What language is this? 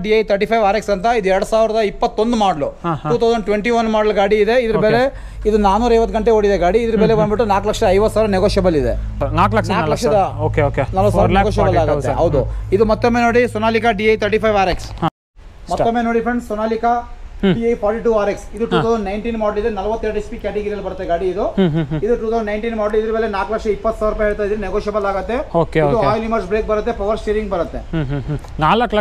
Kannada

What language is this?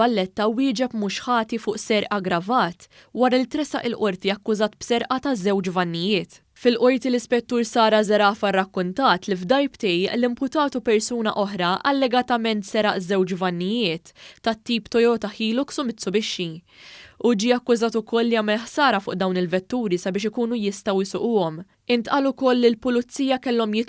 Maltese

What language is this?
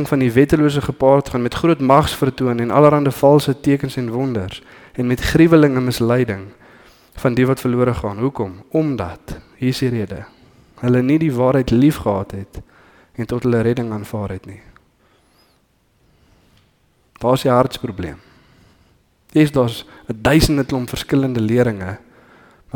Afrikaans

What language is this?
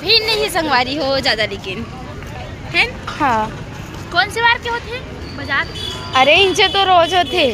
Chhattisgarhi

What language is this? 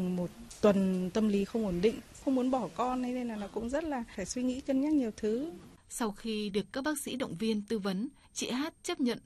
Vietnamese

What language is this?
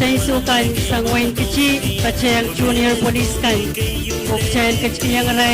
Pohnpeian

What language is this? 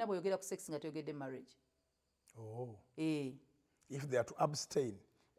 Ganda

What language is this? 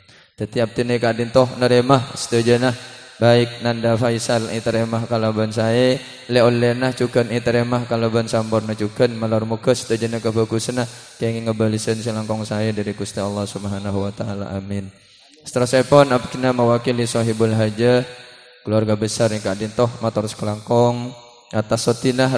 Madurese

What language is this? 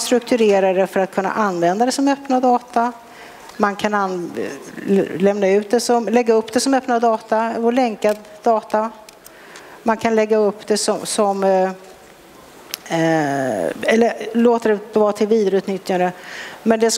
Swedish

